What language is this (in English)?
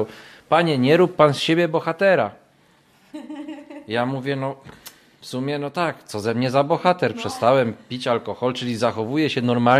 Polish